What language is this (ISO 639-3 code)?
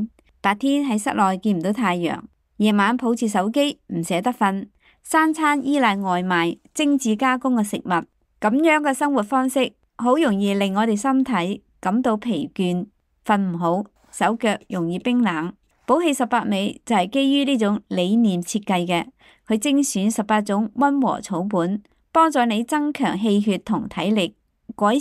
yue